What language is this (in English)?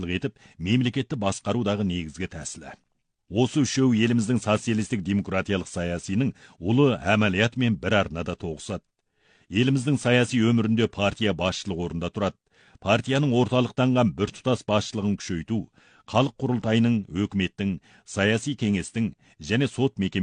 Kazakh